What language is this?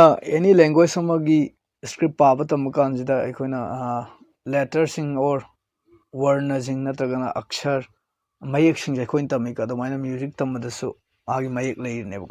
Manipuri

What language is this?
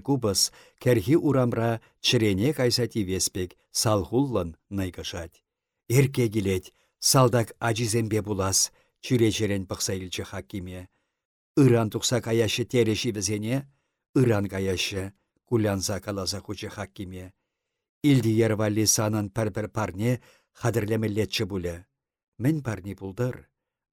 Chuvash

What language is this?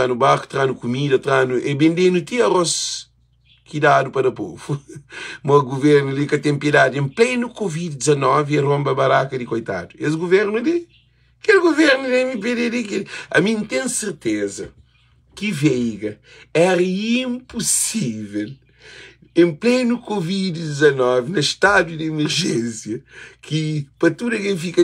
Kabuverdianu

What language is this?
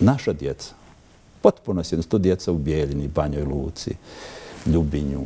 Bosnian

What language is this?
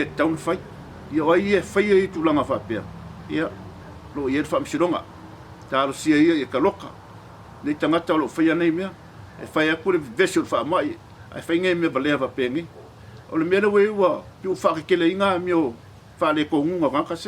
Samoan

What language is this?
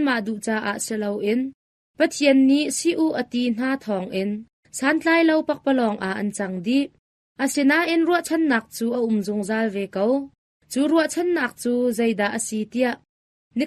Hakha Chin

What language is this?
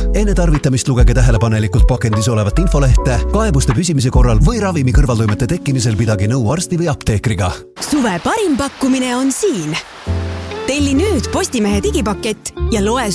Estonian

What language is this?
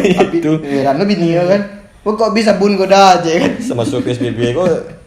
Minangkabau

